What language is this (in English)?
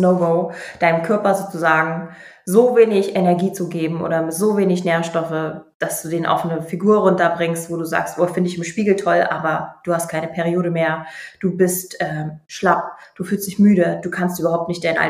German